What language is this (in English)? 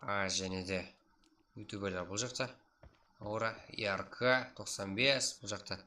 Kara-Kalpak